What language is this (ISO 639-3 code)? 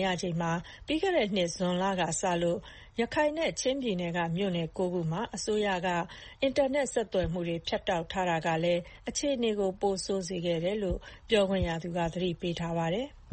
mya